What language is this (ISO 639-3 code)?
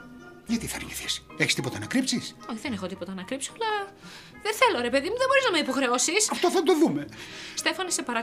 ell